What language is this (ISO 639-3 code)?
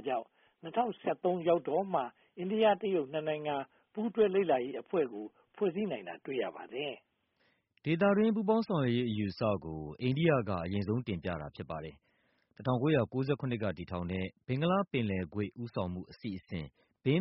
mya